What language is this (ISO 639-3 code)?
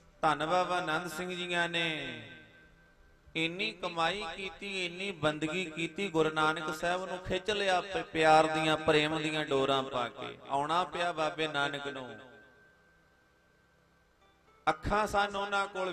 pan